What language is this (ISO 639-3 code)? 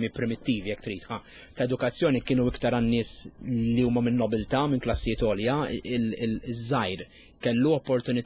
mlt